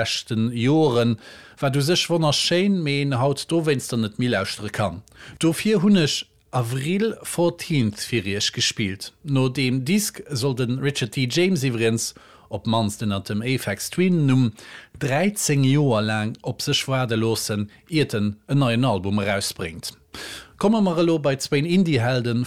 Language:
Luxembourgish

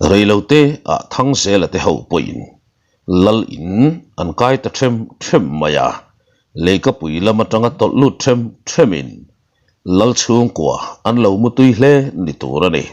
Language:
Mizo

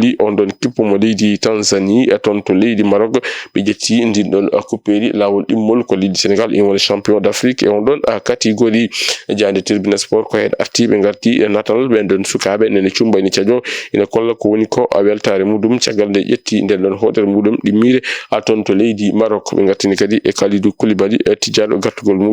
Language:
Fula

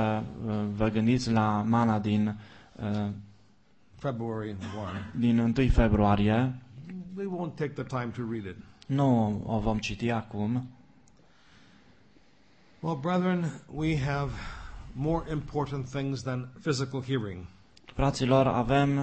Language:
Romanian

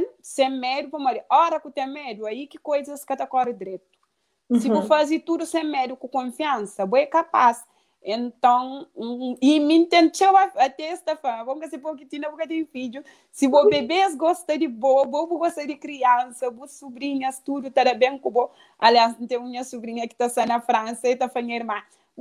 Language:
Kabuverdianu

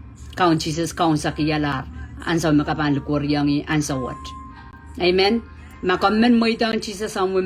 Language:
Pohnpeian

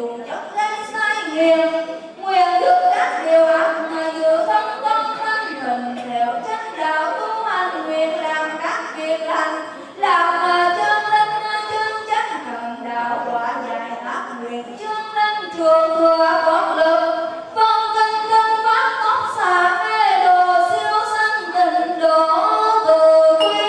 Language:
Vietnamese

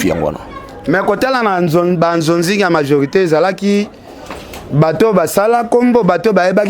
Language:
Lingala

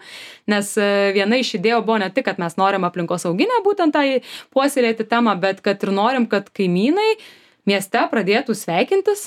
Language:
Lithuanian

